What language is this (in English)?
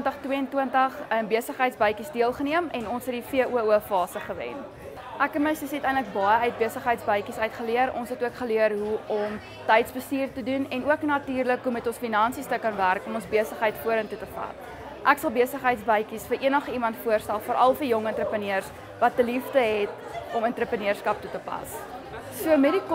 Afrikaans